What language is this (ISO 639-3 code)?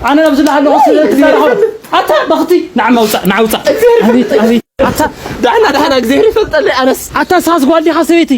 tir